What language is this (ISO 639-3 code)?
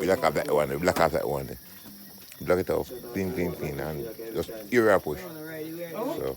jam